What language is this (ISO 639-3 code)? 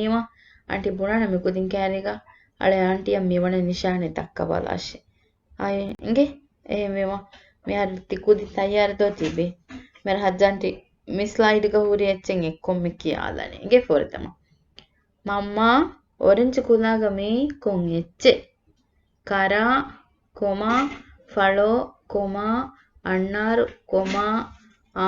div